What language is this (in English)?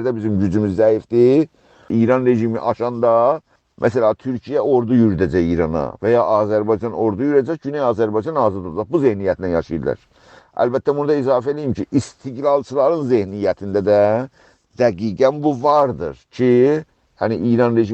South Azerbaijani